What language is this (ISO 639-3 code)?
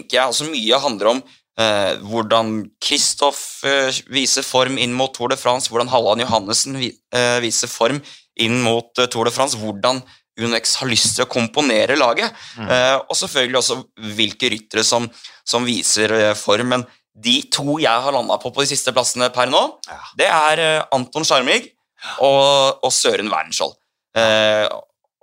nor